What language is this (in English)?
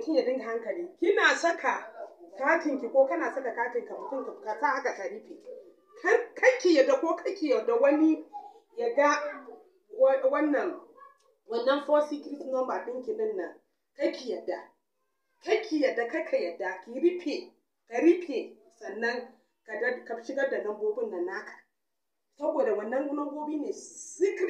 Hausa